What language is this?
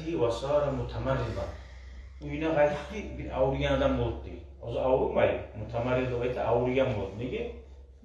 Kumyk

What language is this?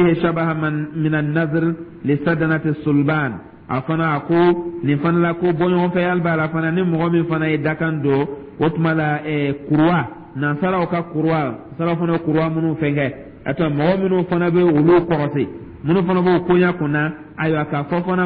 Dyula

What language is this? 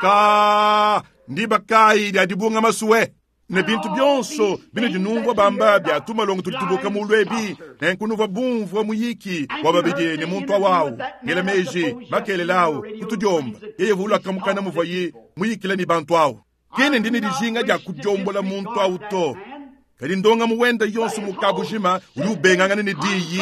Luba-Lulua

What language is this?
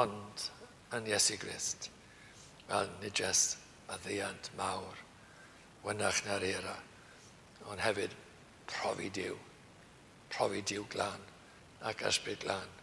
Welsh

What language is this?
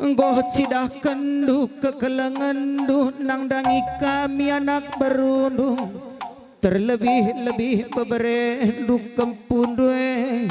Batak Karo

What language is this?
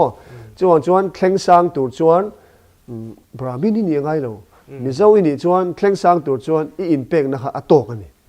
Mizo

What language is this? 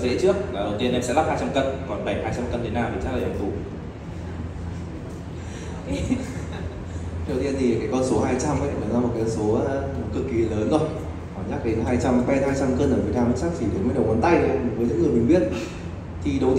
Vietnamese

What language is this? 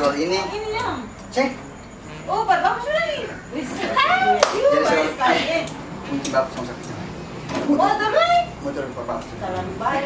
Ambonese Malay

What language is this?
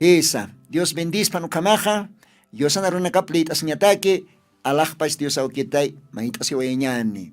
Aymara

